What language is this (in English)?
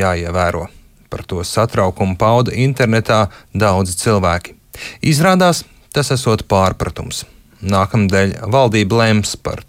Latvian